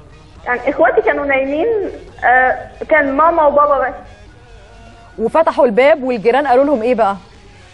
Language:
Egyptian Arabic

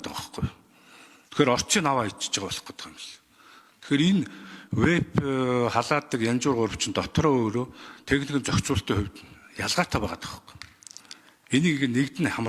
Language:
Mongolian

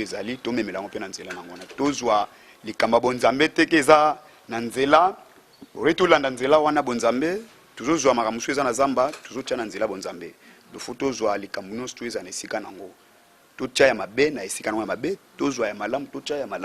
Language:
Lingala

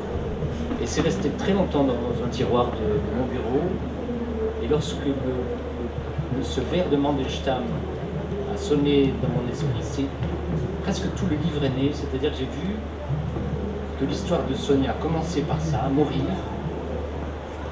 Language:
French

